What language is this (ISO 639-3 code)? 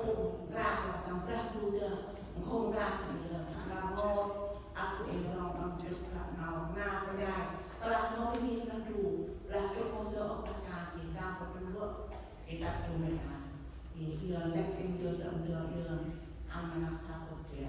cmo